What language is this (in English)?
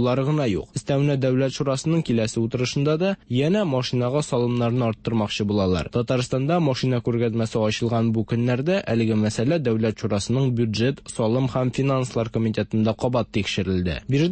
Tatar